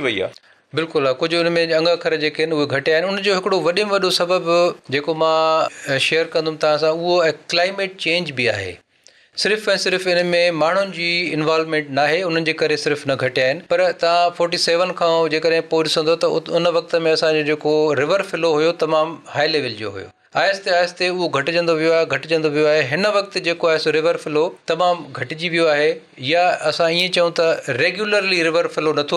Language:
Sindhi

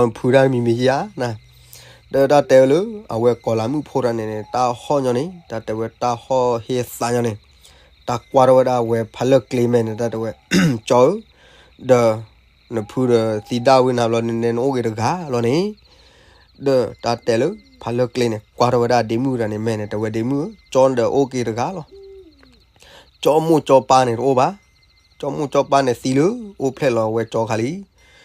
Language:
S'gaw Karen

